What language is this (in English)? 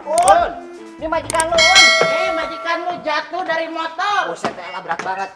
Betawi